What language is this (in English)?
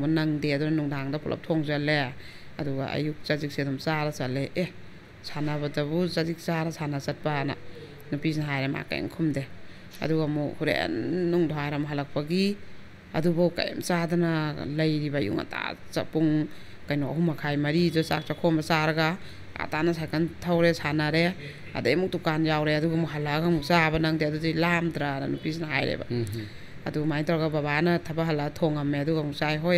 Manipuri